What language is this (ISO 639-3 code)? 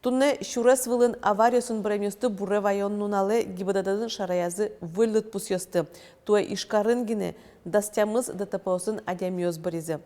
udm